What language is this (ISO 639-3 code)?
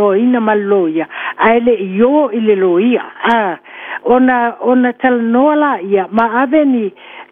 smo